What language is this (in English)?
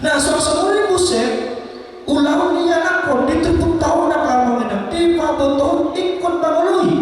Batak Toba